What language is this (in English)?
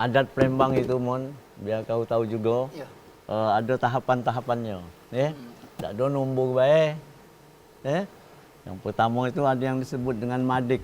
Musi